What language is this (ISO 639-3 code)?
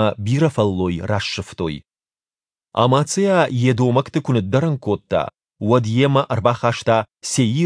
oss